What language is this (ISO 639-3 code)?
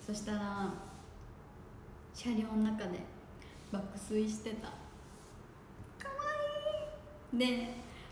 jpn